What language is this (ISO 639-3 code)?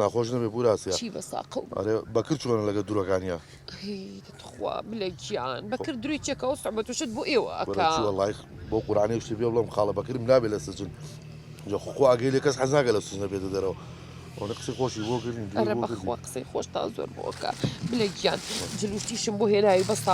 ckb